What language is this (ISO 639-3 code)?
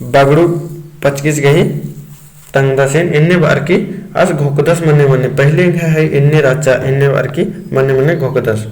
kru